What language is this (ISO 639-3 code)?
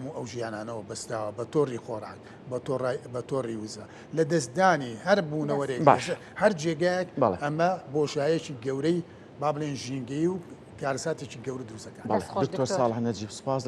ckb